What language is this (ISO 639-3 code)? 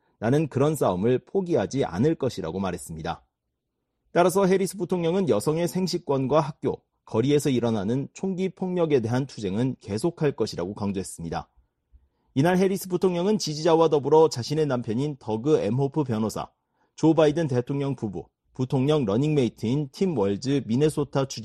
kor